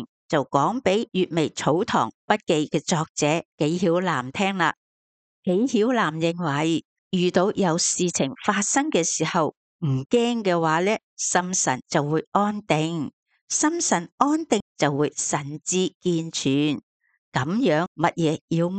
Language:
Cantonese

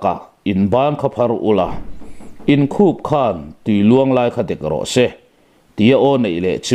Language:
Mizo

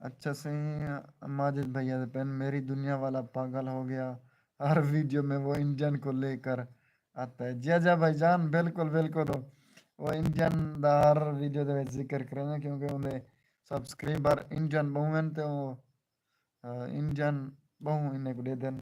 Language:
Saraiki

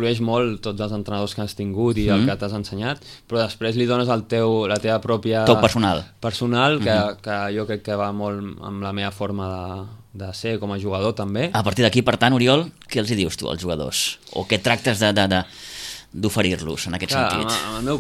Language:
Catalan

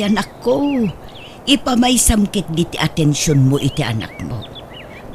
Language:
Iloko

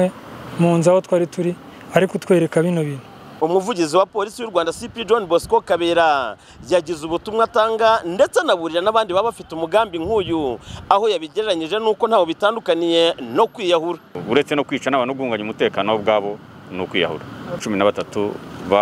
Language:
Kinyarwanda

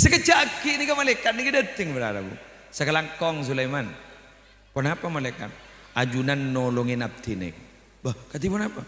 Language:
Madurese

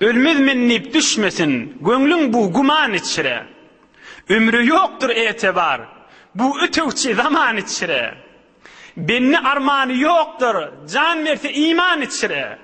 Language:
Turkmen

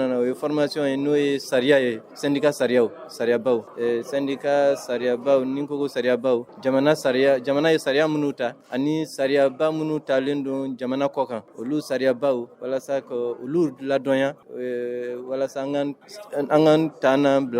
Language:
Bambara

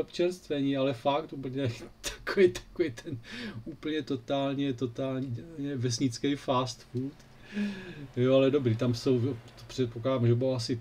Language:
Czech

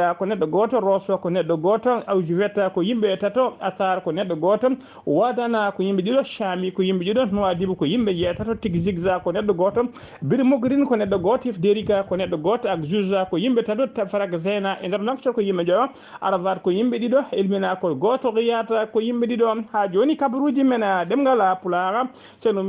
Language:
Fula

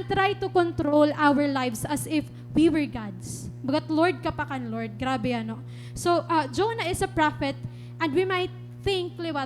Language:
Waray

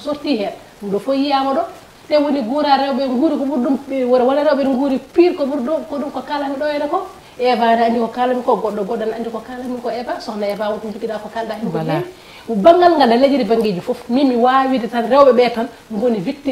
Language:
Fula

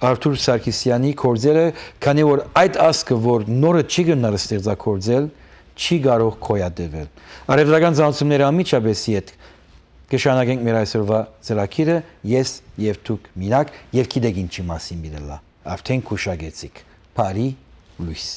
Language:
Western Armenian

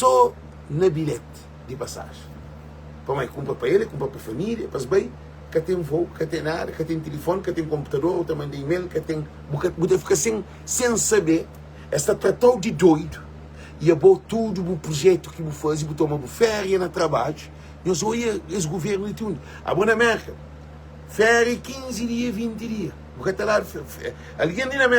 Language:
Kabuverdianu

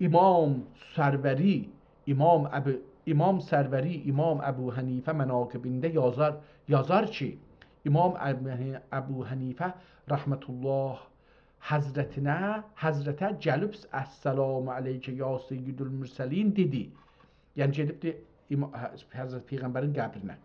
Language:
South Azerbaijani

